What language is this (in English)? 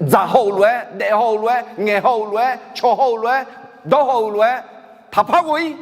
Akha